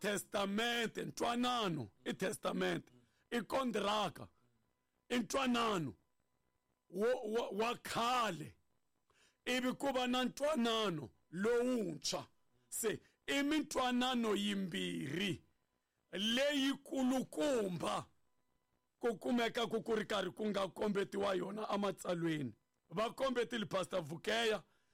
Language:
Tsonga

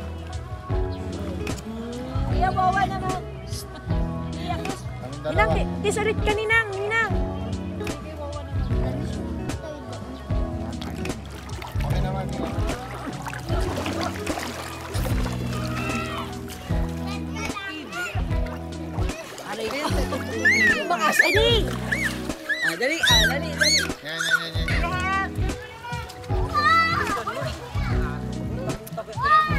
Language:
Filipino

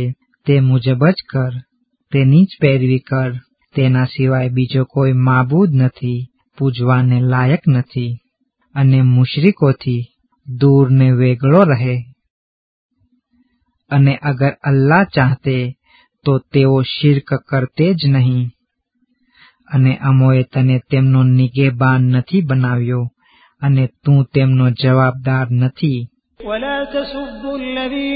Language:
Gujarati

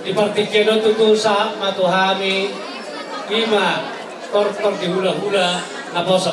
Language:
Batak Toba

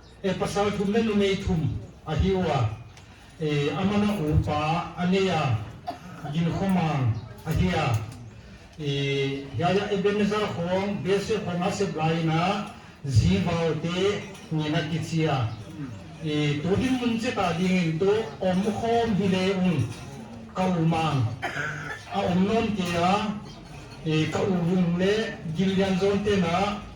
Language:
Paite Chin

